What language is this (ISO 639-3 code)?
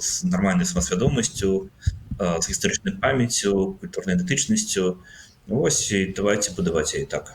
bel